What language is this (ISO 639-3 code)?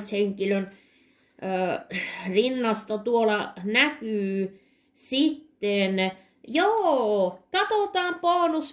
fin